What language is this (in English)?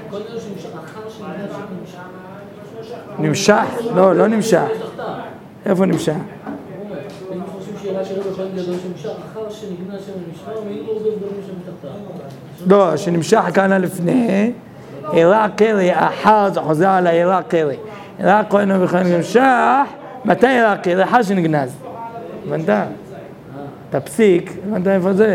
Hebrew